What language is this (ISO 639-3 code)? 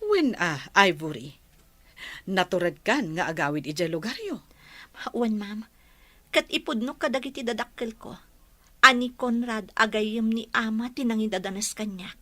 ilo